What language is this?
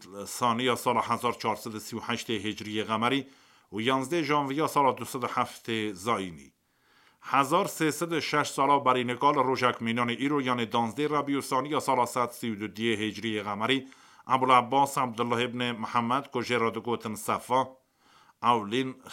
Kurdish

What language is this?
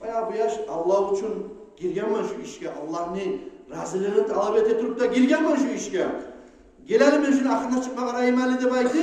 Kumyk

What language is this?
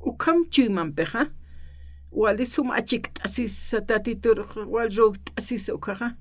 Aymara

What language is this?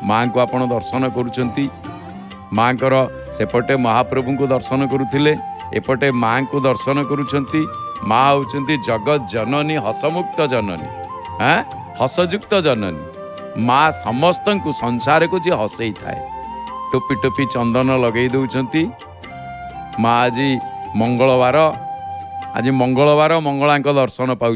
Odia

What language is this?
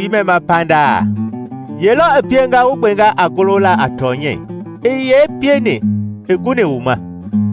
Mende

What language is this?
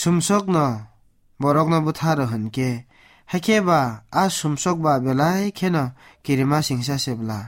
Kok Borok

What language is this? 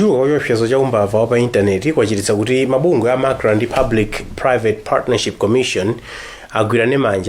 Nyanja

